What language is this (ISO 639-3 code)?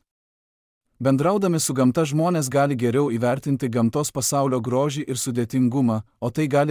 lit